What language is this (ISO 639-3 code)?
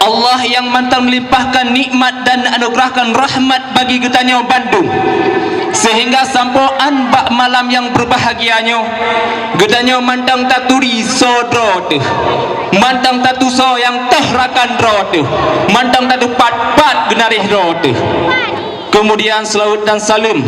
ace